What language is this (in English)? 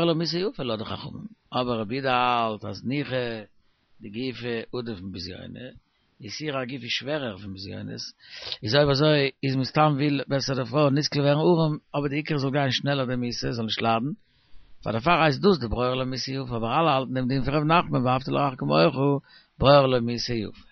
Yiddish